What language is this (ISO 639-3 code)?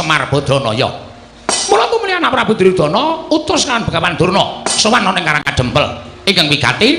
jav